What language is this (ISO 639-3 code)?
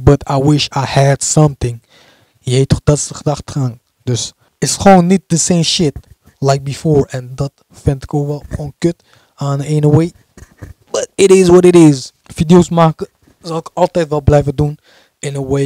nld